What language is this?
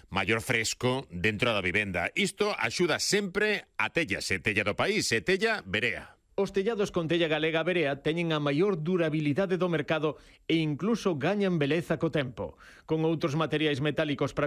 Galician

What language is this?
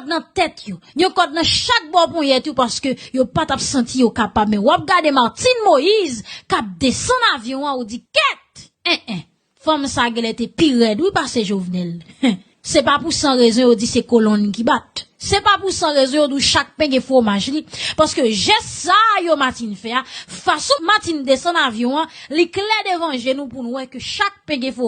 Haitian Creole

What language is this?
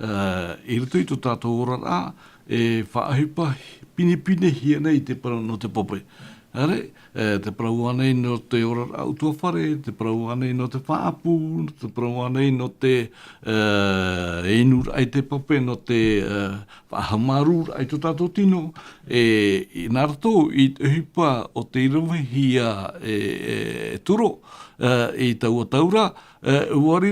Tahitian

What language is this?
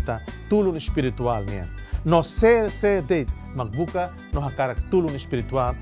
Tetum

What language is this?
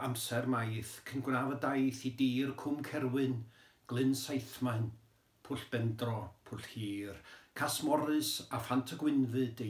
Welsh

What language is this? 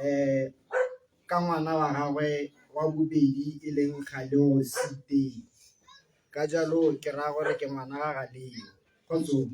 Tswana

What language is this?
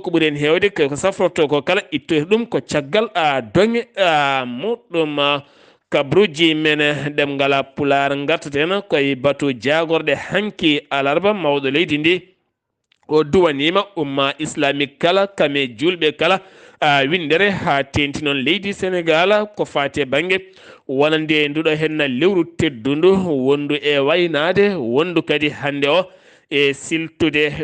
Fula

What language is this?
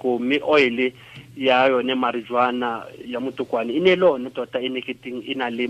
Tswana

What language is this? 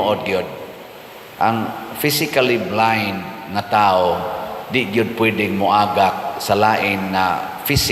Cebuano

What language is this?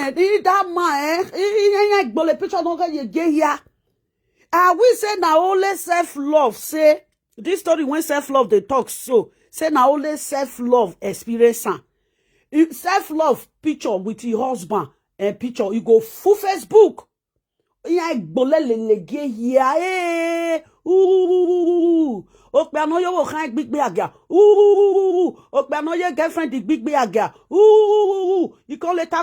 Nigerian Pidgin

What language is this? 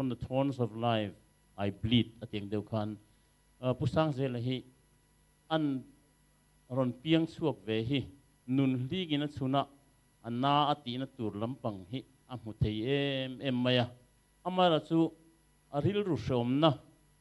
Mizo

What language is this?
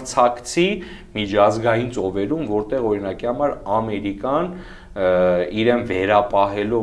Armenian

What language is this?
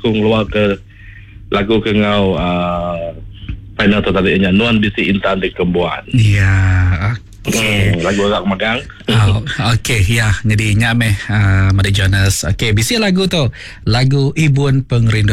Iban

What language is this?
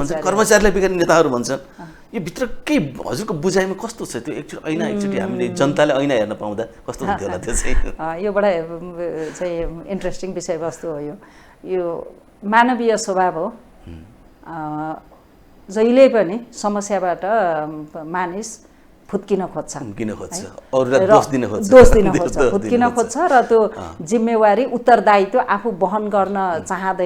Nepali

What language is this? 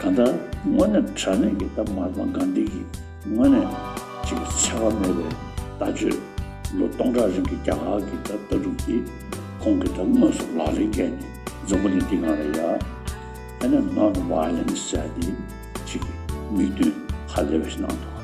Tibetan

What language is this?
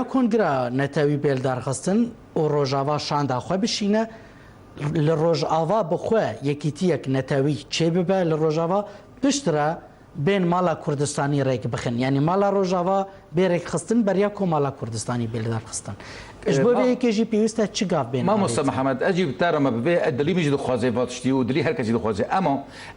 Kurdish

